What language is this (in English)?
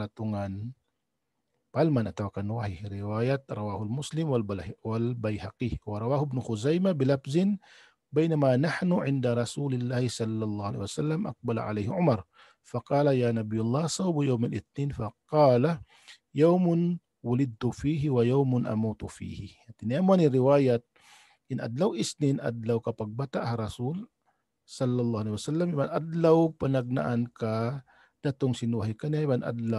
Tausug